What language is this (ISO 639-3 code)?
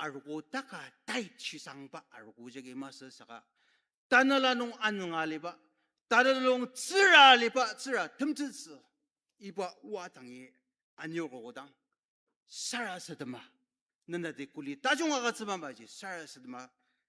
njo